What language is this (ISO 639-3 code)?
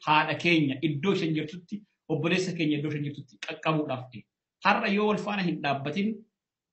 orm